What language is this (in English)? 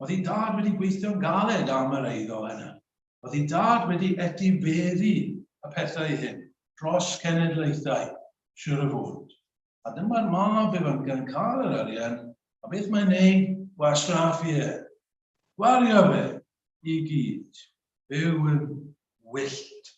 Welsh